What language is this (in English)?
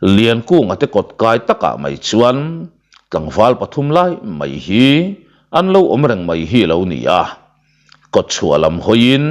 Mizo